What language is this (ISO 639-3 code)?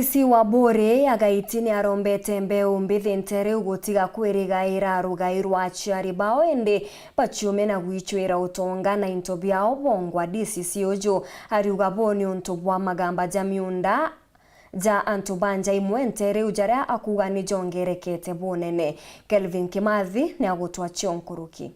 mer